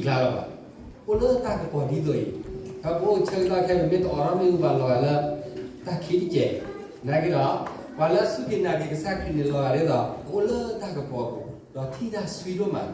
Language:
S'gaw Karen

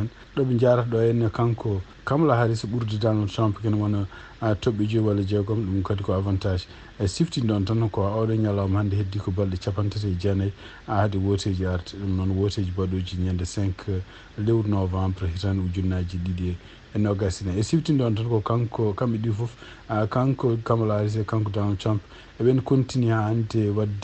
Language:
Fula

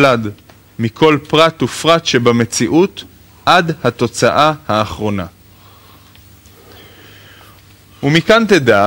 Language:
Hebrew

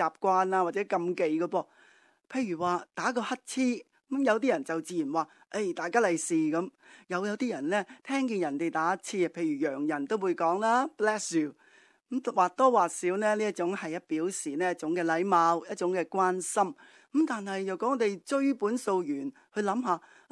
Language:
Cantonese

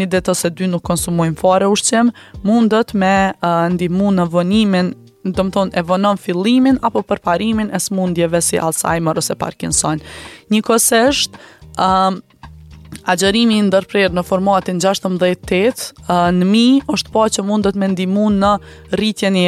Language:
Albanian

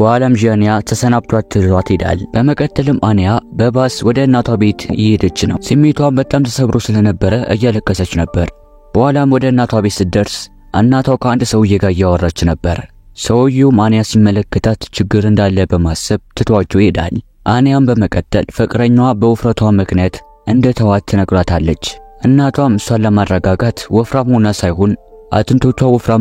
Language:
Amharic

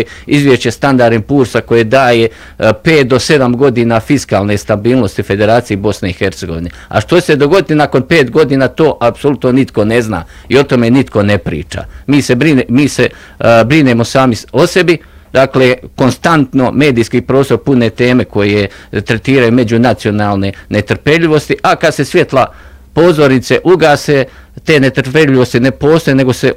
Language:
Bosnian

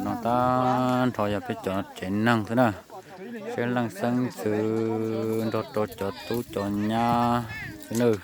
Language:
Hmong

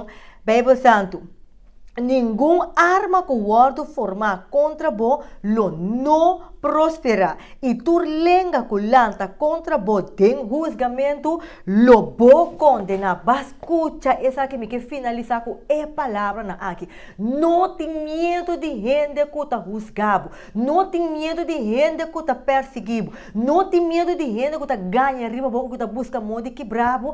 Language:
Papiamento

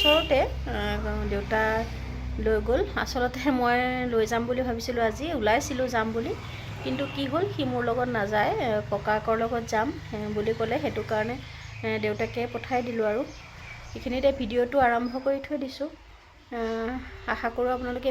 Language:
Assamese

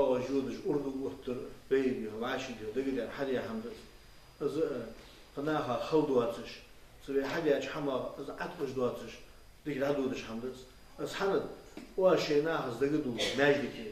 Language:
Ingush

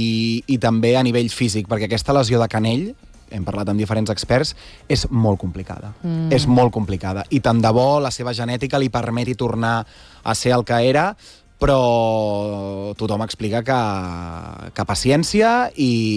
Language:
Catalan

